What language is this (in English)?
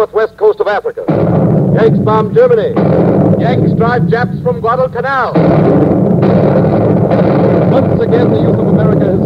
English